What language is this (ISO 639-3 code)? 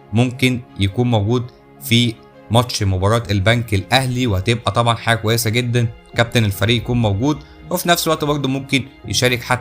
arz